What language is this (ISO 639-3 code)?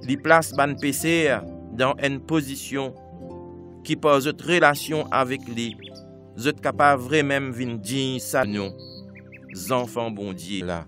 mfe